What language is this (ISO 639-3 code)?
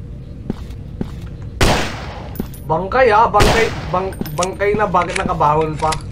fil